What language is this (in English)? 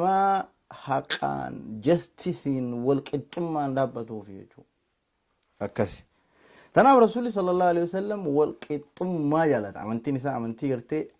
Oromo